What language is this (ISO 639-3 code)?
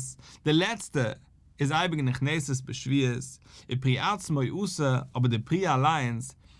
yid